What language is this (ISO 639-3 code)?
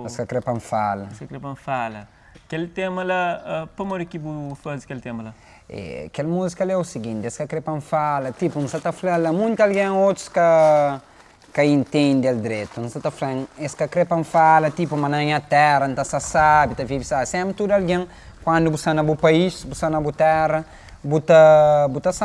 kea